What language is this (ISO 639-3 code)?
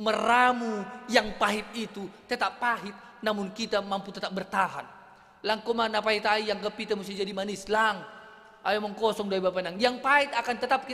bts